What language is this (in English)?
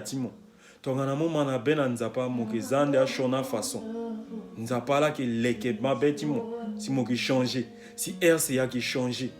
Sango